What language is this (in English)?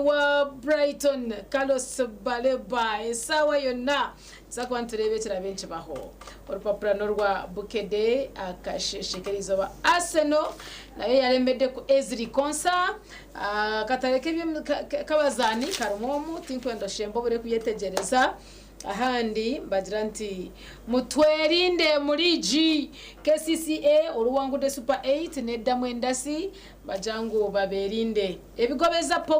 Nyankole